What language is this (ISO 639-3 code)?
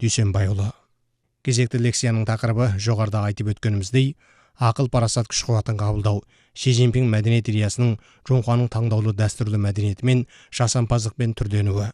kaz